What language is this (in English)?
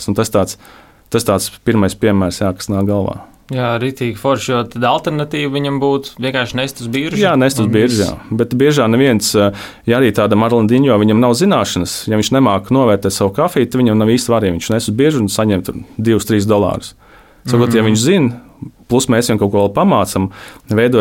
Latvian